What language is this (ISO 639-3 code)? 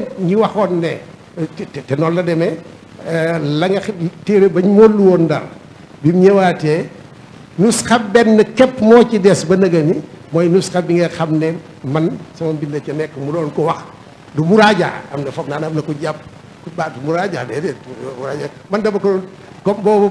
wol